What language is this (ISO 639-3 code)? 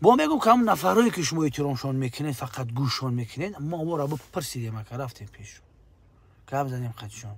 tgk